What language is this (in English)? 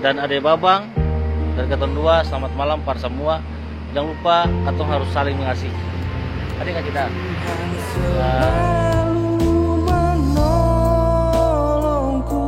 Ambonese Malay